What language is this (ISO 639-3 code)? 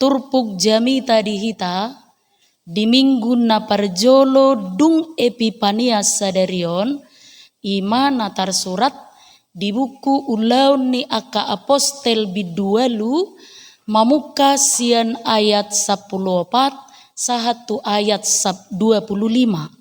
bbc